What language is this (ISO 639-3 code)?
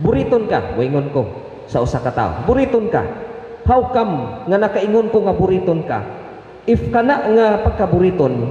ceb